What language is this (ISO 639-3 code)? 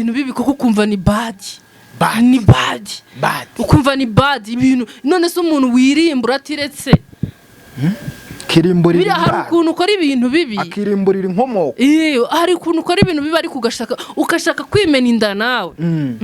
kin